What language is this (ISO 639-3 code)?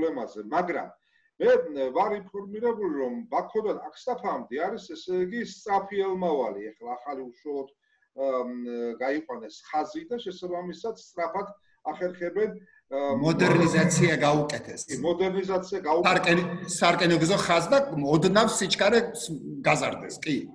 kat